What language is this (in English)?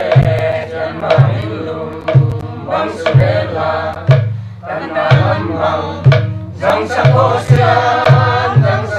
Paite Chin